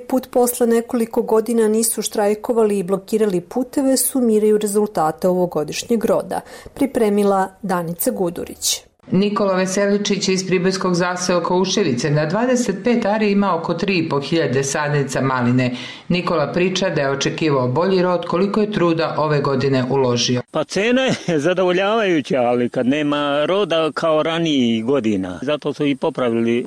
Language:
Serbian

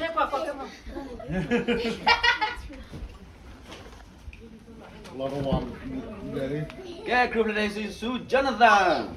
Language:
S'gaw Karen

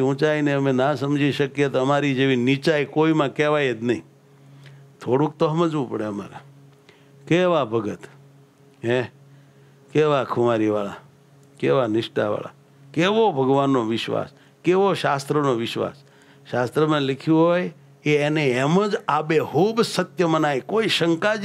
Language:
Gujarati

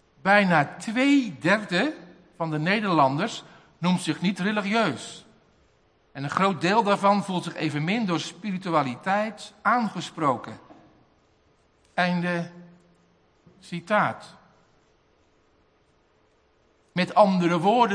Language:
Dutch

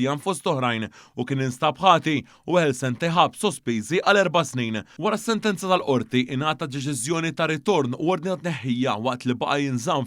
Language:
Maltese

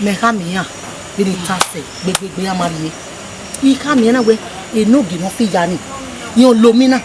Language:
Bini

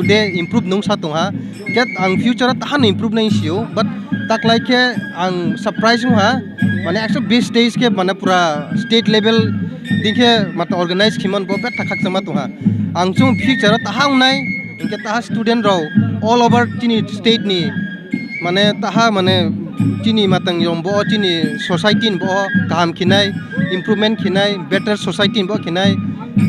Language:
Riang (India)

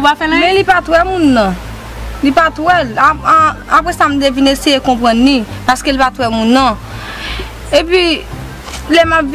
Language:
Haitian Creole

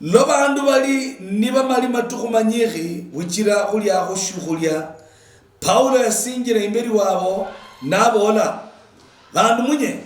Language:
Luyia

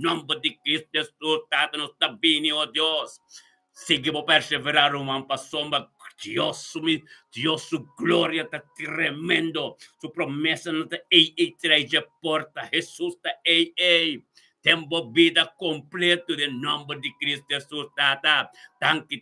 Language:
Papiamento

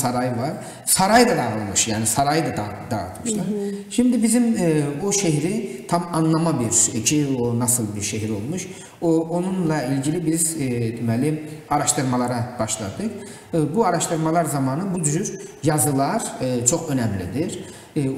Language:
Gagauz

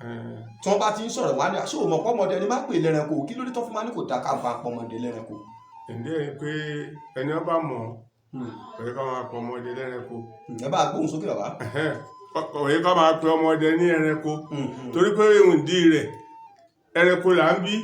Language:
Yoruba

